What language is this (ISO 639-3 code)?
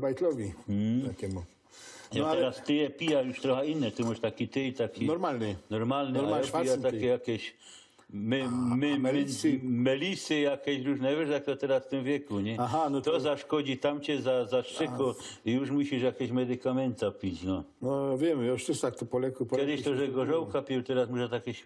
szl